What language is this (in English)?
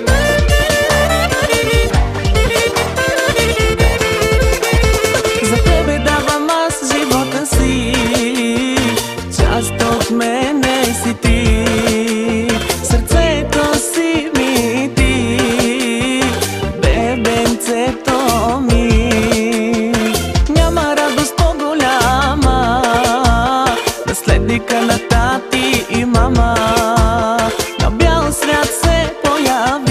Bulgarian